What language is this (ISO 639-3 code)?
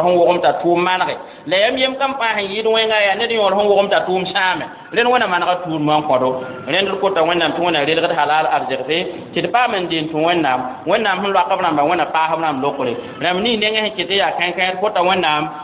mos